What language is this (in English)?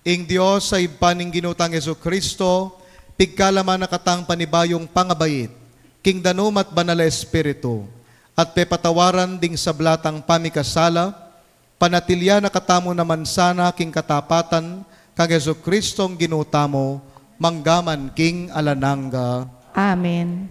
Pampanga